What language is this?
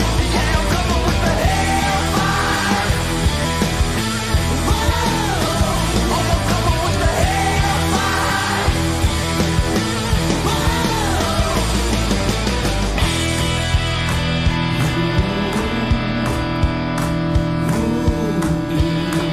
English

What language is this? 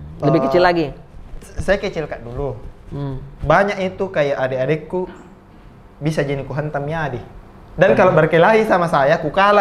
Makassar Malay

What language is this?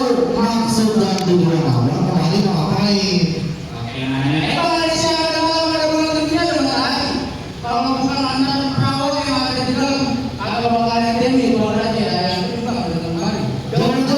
Betawi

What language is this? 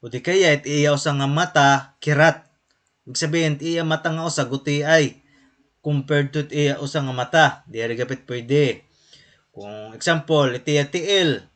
Waray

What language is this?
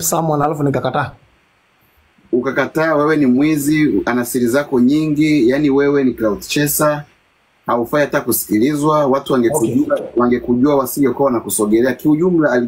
Swahili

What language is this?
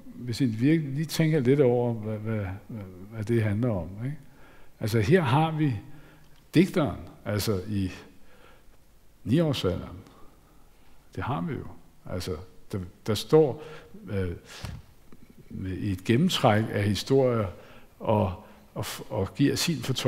Danish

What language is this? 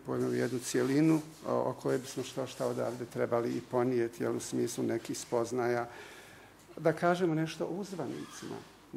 Bosnian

